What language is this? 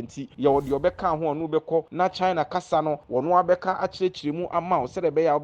Akan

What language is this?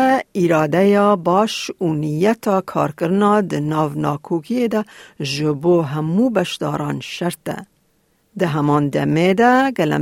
Kurdish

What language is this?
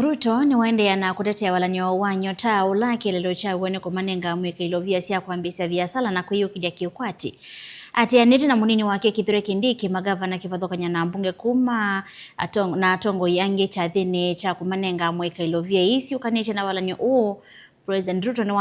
Kamba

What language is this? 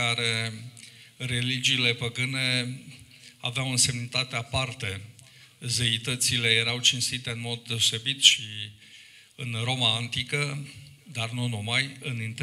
Romanian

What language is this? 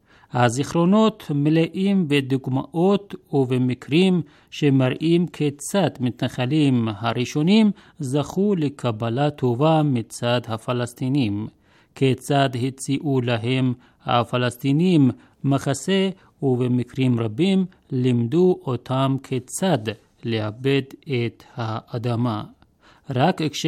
Hebrew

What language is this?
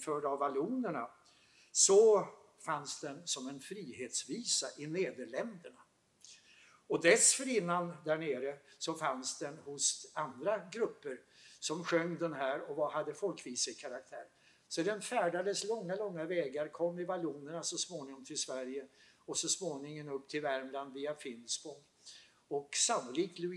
Swedish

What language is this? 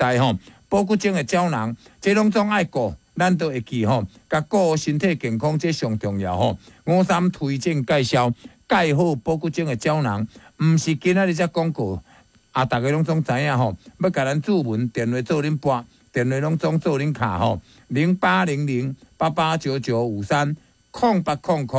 Min Nan Chinese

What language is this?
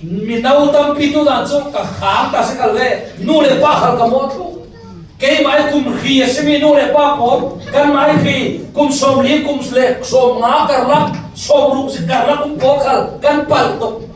Falam Chin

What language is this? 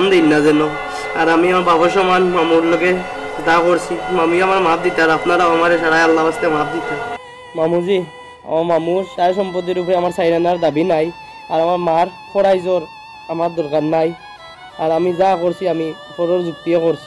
Sylheti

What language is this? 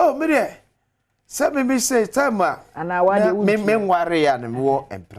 Akan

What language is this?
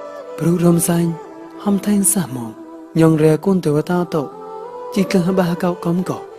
Mon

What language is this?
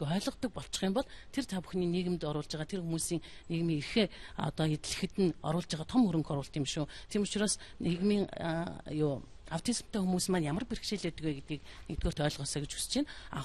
Mongolian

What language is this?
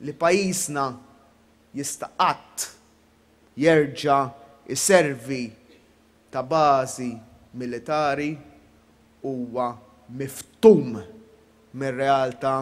Maltese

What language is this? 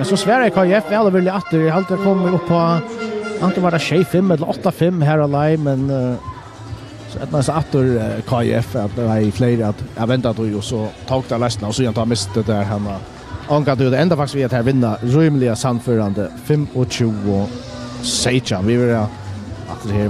Faroese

